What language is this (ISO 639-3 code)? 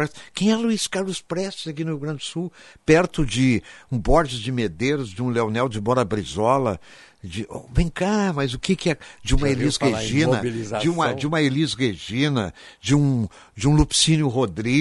por